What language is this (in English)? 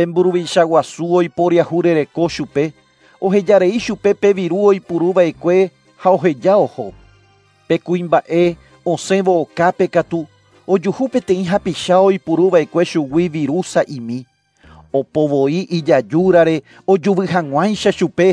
Guarani